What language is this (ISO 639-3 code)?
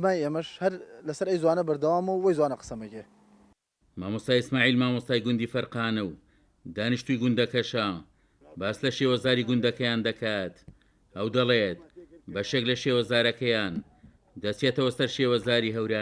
ckb